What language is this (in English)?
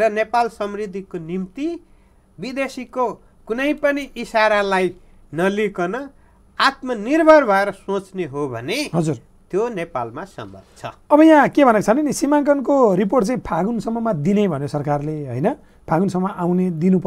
Nepali